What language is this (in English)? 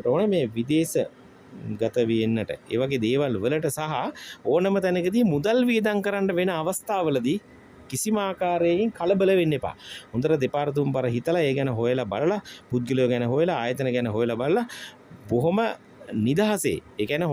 Sinhala